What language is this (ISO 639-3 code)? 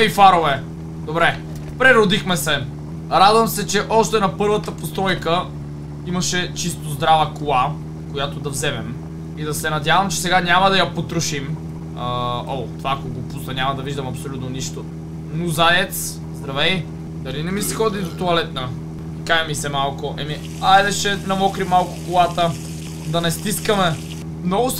bul